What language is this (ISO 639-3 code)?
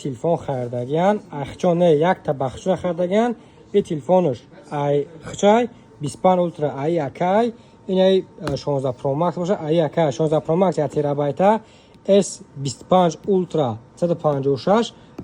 tgk